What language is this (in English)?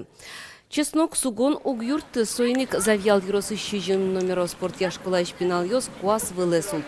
Udmurt